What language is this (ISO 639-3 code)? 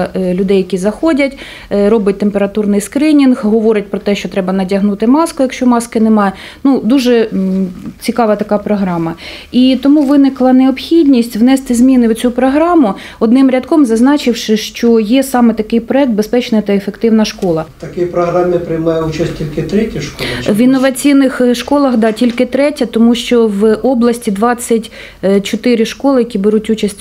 ukr